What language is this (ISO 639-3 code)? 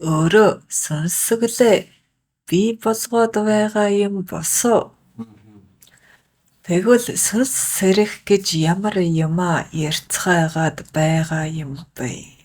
mon